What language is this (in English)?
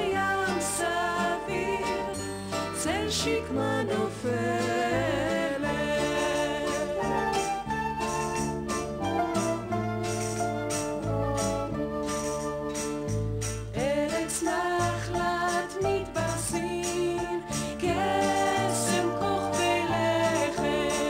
Hebrew